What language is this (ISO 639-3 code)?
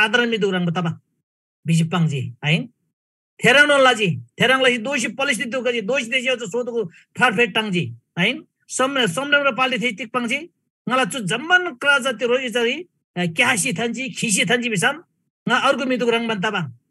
taj